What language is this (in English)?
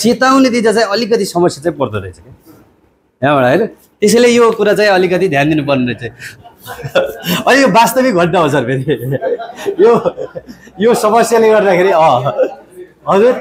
Nepali